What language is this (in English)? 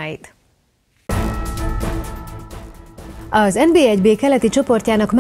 Hungarian